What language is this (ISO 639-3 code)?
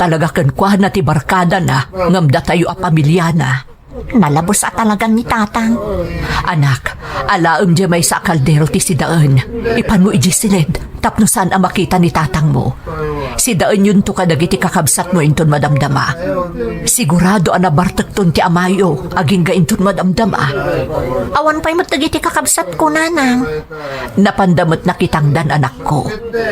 ilo